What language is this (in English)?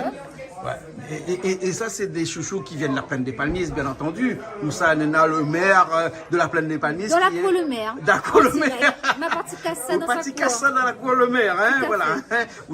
Réunion Creole French